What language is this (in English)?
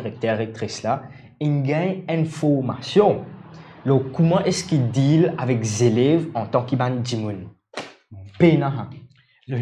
Morisyen